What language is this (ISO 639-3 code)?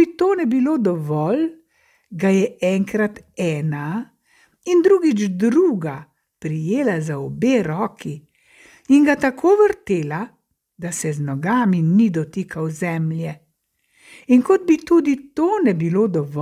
slv